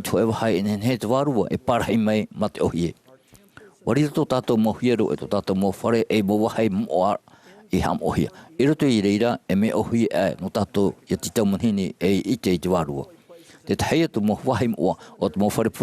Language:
Tahitian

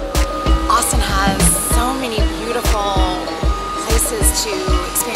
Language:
English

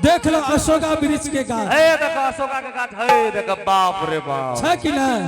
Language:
Angika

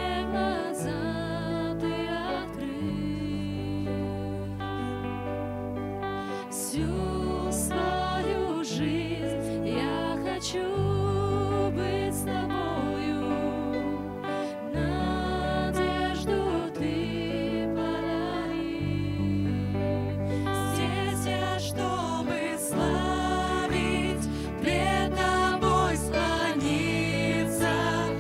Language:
Russian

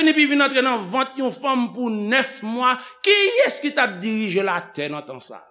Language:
Haitian Creole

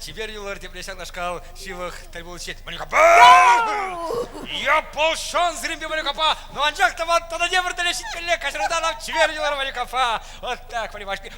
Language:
Chuvash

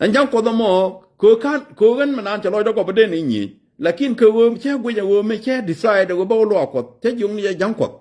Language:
Nuer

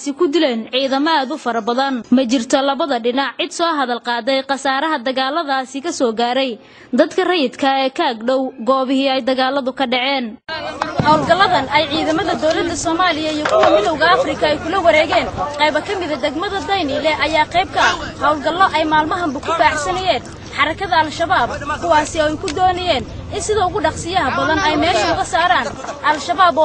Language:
Somali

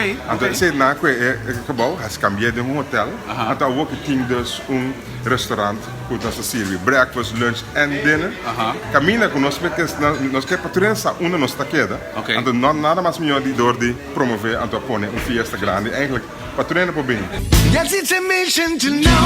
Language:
Papiamento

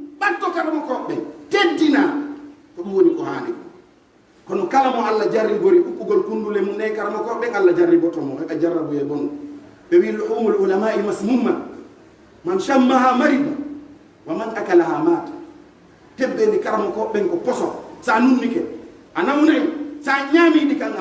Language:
Pular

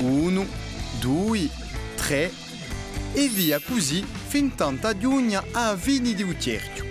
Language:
Corsican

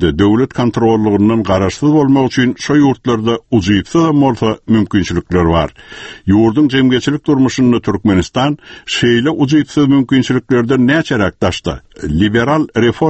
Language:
Turkmen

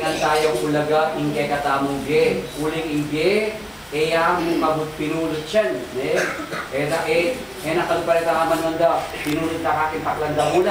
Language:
Pampanga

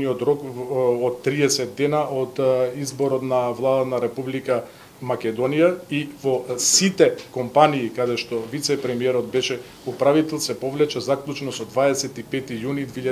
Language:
Macedonian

